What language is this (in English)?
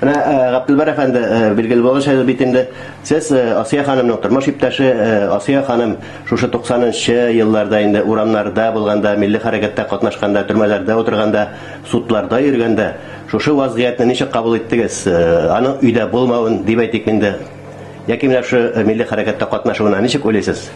Tatar